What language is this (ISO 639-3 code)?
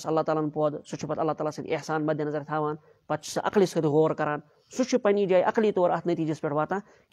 kas